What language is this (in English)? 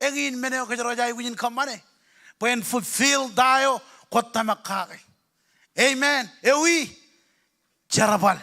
Marshallese